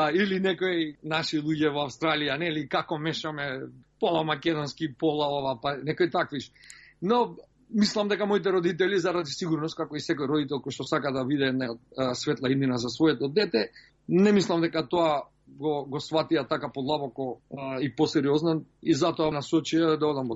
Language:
Macedonian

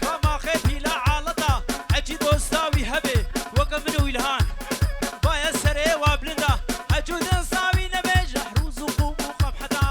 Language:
Kurdish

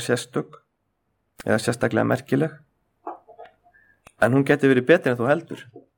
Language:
Icelandic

